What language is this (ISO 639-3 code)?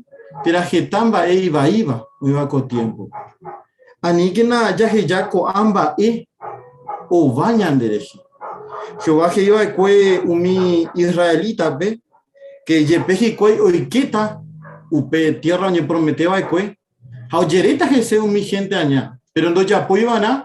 grn